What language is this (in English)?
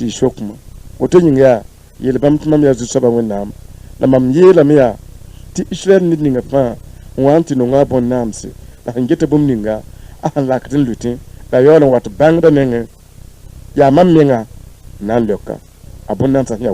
Mossi